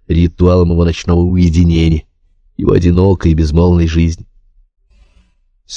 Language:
Russian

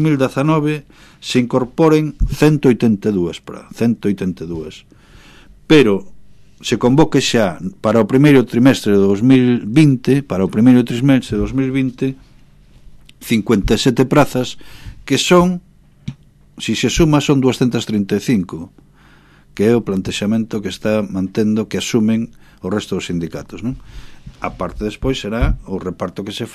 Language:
Galician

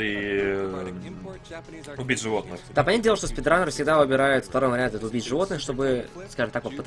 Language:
Russian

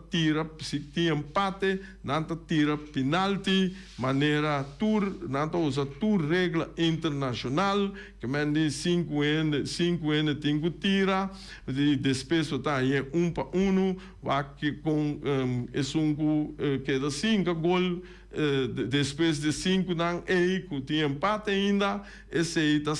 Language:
Papiamento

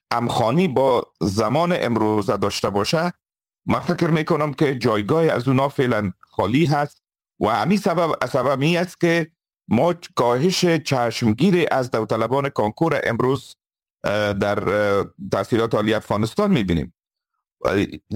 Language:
Persian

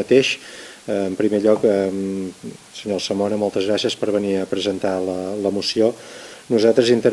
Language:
Catalan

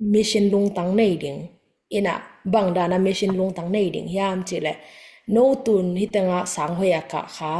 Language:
Tedim Chin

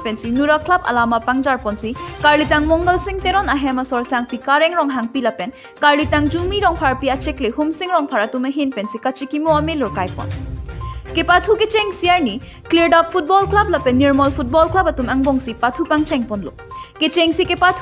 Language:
Karbi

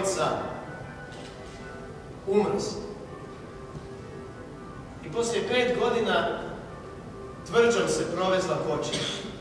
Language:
Croatian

